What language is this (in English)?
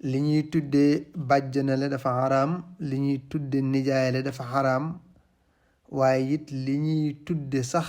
Wolof